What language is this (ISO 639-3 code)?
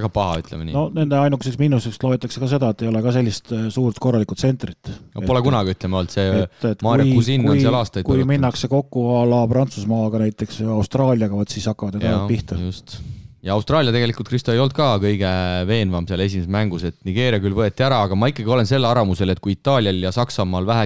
est